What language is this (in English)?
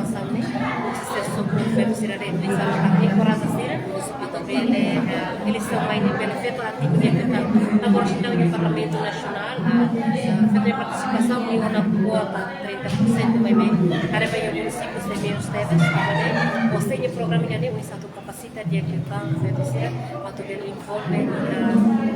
Tetum